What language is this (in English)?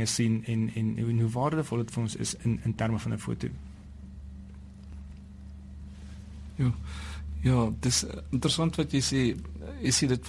Afrikaans